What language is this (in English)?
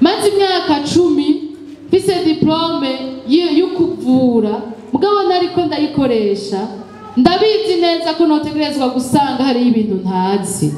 Rundi